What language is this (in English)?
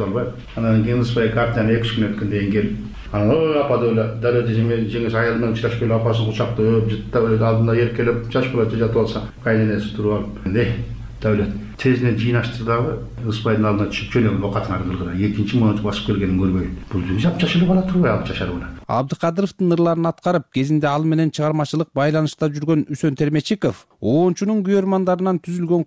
Kyrgyz